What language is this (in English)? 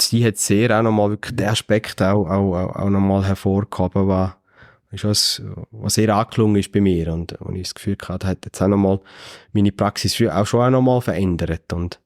Swiss German